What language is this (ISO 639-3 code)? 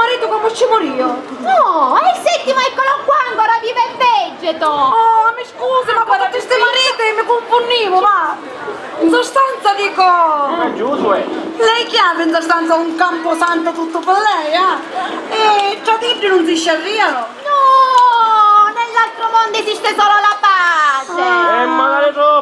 scn